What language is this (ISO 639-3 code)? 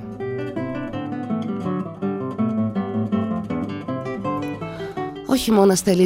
ell